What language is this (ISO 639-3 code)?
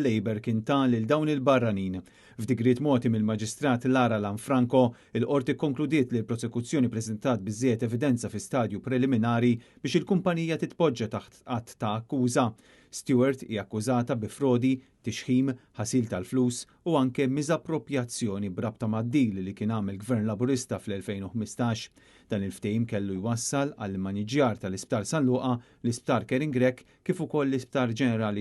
mlt